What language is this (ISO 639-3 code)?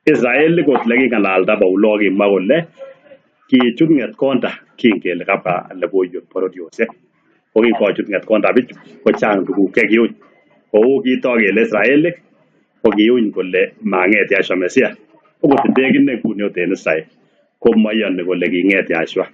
kln